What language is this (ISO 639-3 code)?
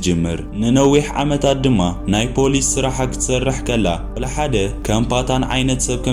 tir